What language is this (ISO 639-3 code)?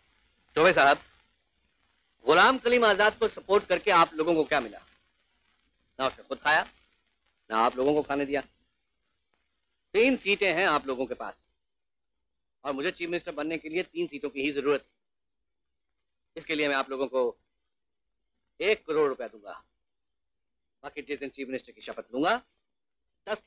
hin